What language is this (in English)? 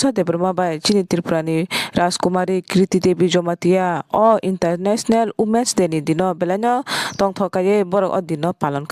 Kok Borok